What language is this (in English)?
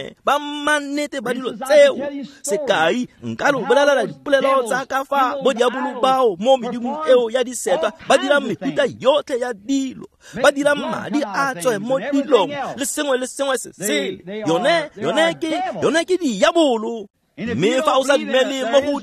Tswana